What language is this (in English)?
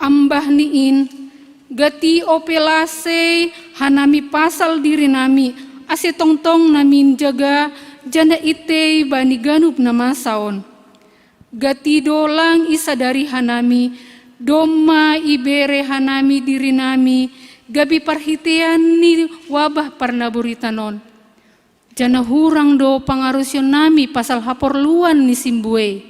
Batak Simalungun